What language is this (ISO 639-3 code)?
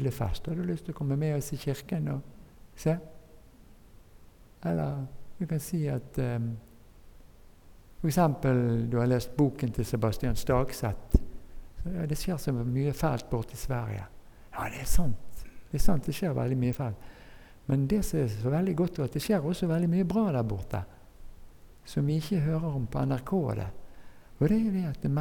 nor